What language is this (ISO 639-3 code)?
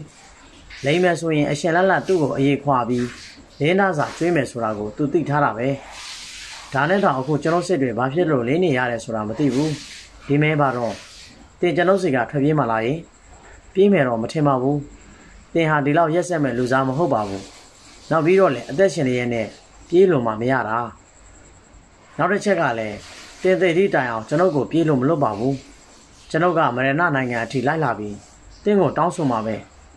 mya